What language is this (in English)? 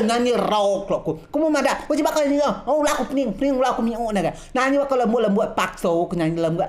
Rejang